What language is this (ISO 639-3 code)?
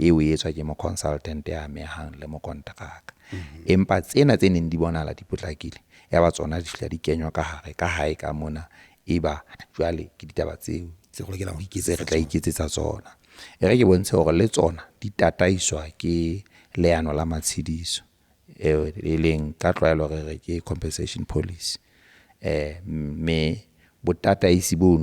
sot